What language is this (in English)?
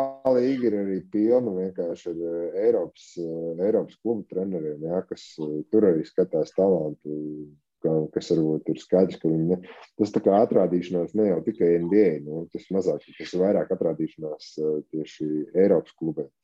Latvian